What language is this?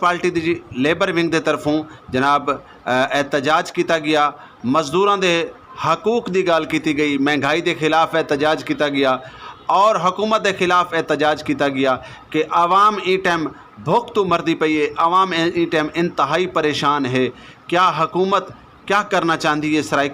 Saraiki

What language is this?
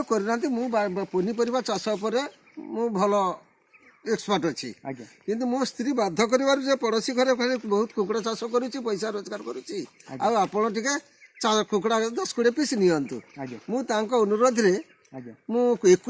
Odia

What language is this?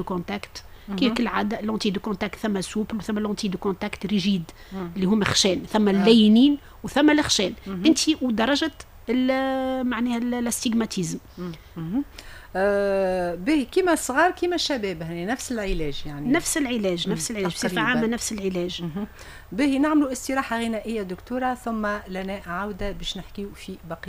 Tunisian Arabic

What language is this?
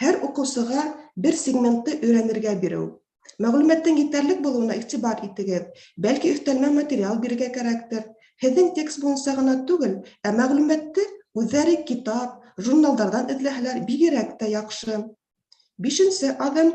Bashkir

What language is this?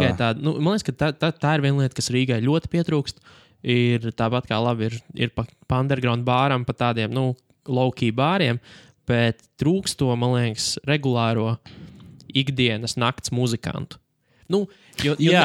Latvian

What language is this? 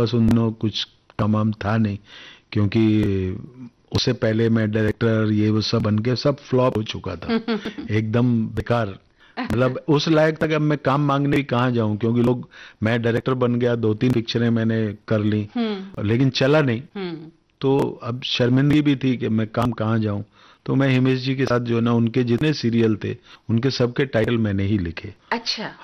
Hindi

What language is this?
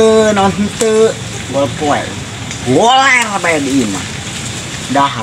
Sundanese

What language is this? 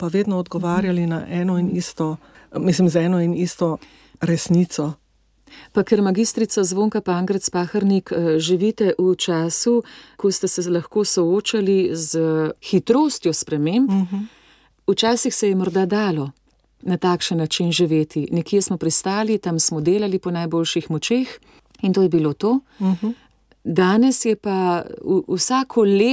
Slovenian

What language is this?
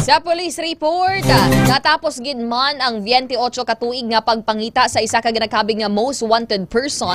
Hiligaynon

